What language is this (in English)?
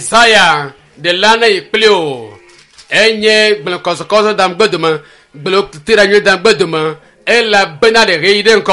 Ewe